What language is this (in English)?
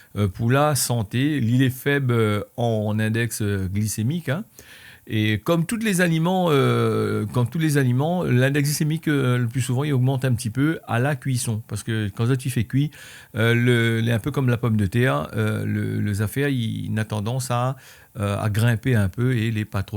Réunion Creole French